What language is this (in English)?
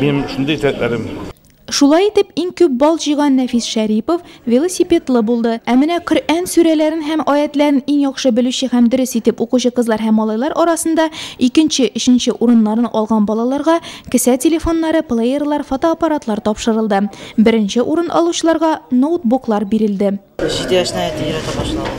Tatar